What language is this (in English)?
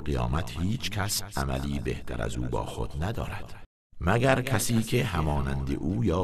Tajik